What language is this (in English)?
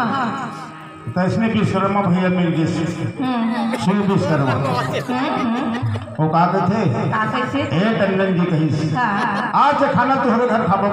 Chhattisgarhi